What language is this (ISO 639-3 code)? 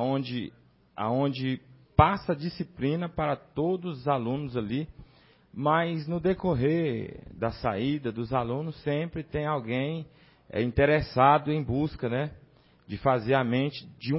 por